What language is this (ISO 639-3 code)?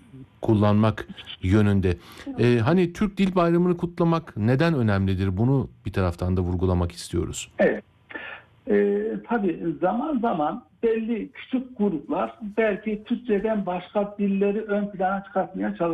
tur